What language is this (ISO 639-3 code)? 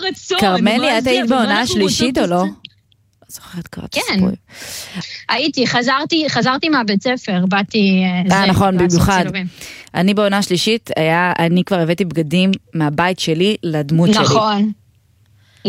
heb